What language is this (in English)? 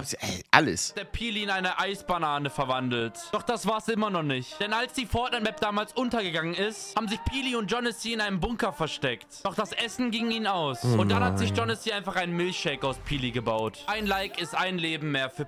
German